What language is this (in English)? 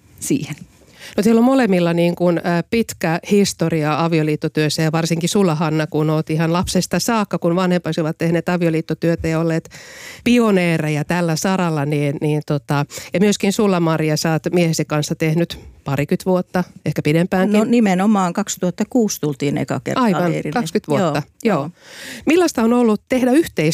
Finnish